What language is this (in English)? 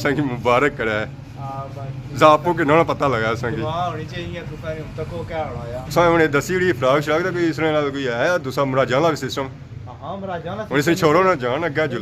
Pahari-Potwari